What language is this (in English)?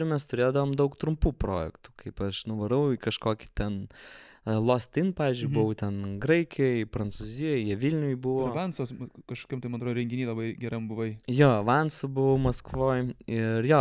Lithuanian